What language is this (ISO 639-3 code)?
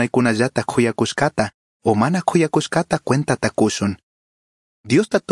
qug